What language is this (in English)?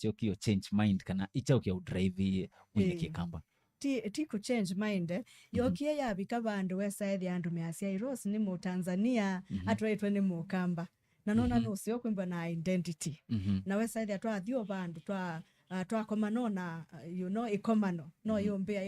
Kamba